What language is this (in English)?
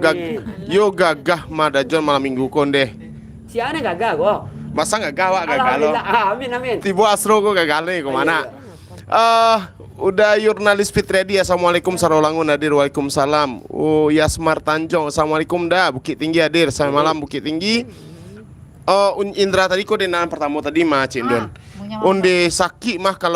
Minangkabau